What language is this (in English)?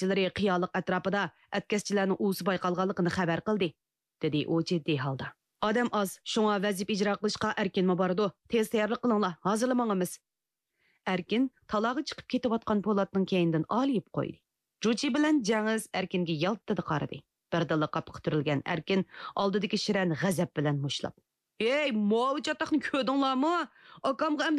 Uyghur